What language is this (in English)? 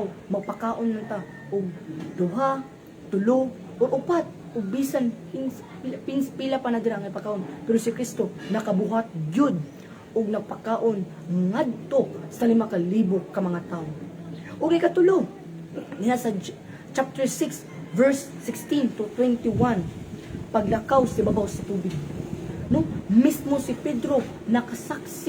Cebuano